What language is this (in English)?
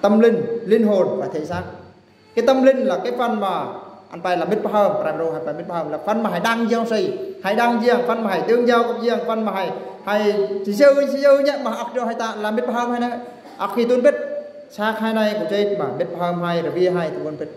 Eastern Bru